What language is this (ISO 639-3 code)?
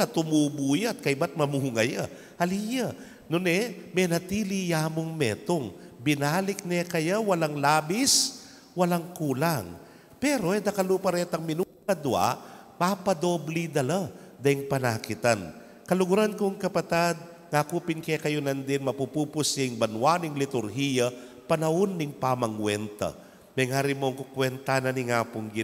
pam